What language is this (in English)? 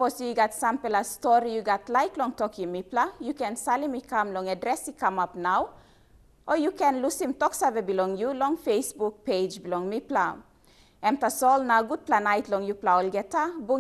Tok Pisin